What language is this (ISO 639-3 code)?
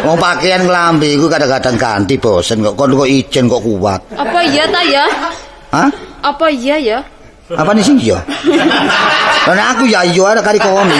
jav